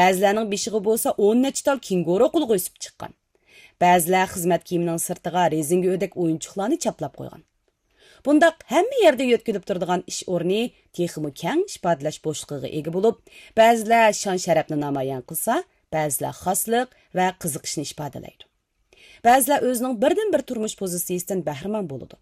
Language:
Uyghur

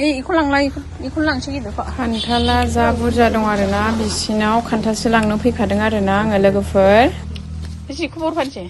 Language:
Bodo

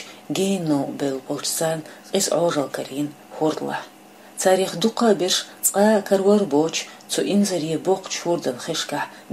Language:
Chechen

